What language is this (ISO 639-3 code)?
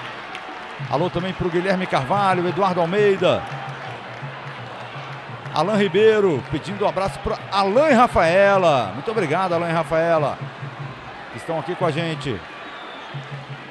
por